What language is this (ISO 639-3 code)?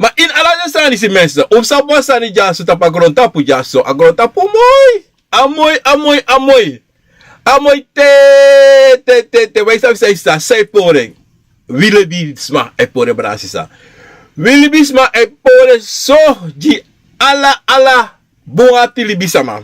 srn